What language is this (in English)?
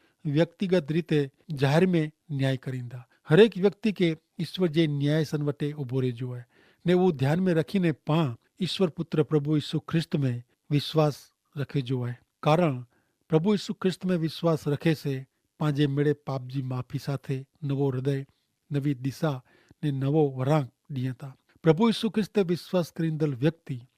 Kachhi